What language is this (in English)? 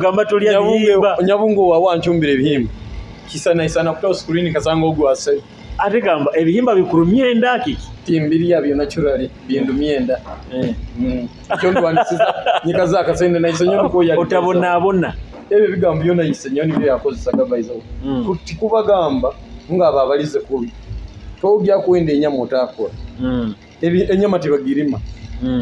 Nyoro